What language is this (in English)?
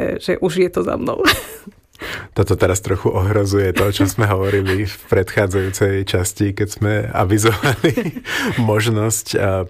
Slovak